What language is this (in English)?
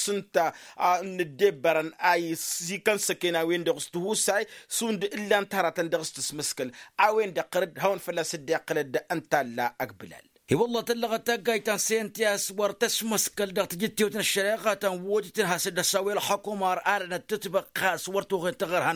Tamasheq